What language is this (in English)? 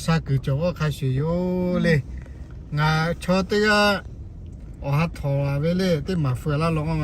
Lahu